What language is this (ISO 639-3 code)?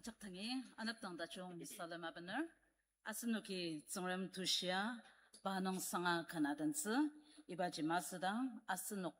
njo